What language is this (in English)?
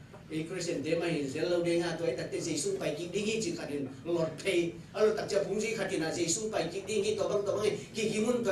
Tedim Chin